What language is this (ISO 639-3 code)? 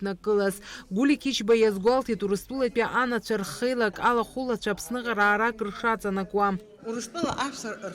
abk